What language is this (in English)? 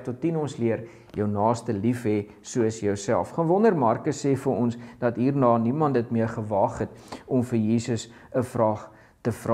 Afrikaans